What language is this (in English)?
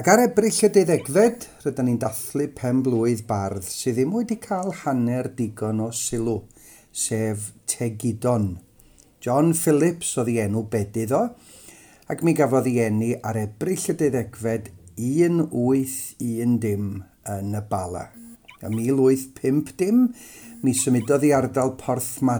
Welsh